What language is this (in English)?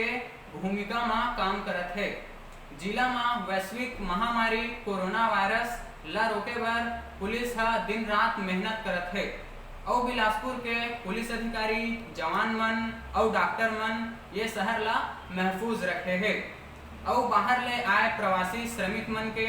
Chhattisgarhi